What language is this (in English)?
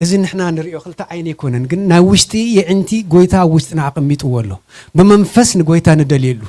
Tigrinya